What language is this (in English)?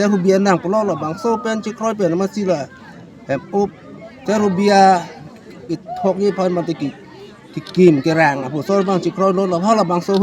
Karbi